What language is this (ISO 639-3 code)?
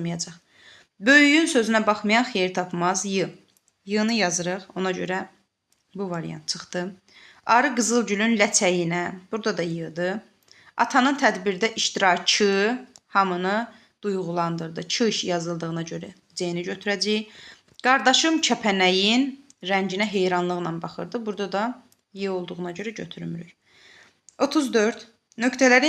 aze